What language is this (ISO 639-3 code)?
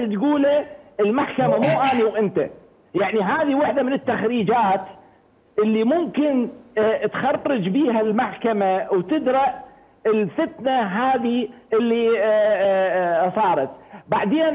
acm